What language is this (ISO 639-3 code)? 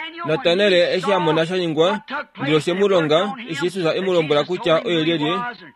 kua